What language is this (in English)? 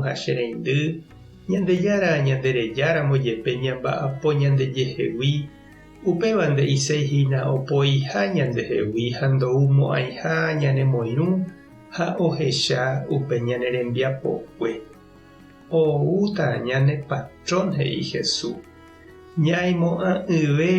Guarani